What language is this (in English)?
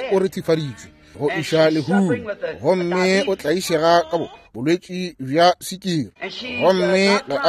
Northern Sotho